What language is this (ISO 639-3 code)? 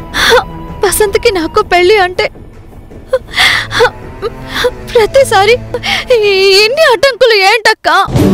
tel